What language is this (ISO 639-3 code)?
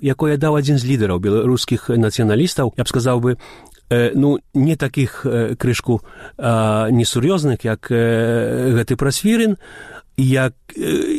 bel